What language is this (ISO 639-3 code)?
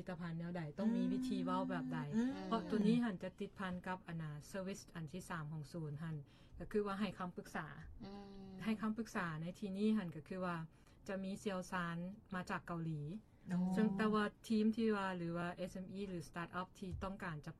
lao